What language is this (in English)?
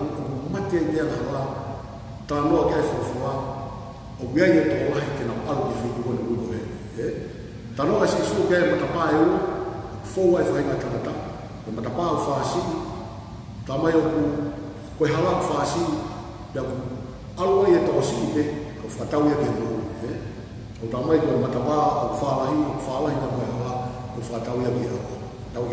Tongan